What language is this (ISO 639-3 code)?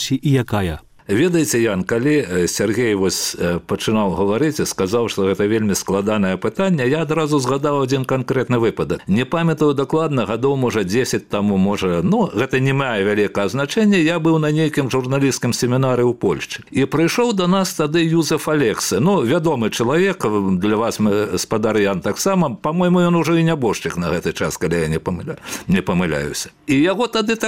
bel